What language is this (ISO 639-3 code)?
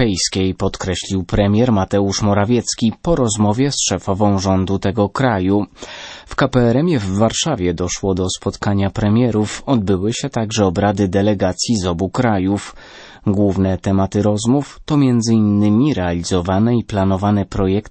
pol